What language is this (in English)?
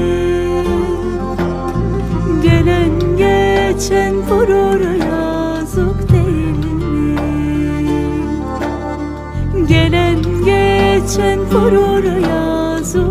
Turkish